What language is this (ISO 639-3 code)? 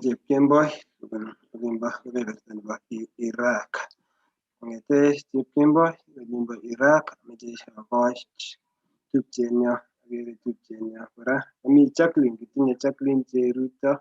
kln